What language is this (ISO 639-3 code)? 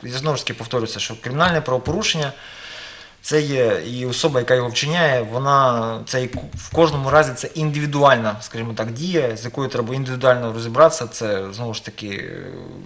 ukr